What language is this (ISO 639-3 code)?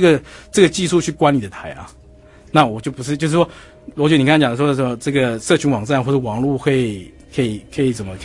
zho